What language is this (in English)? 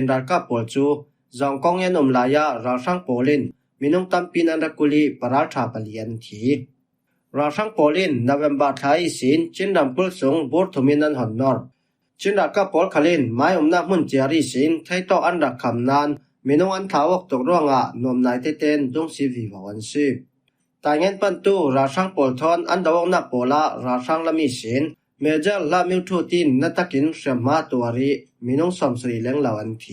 Falam Chin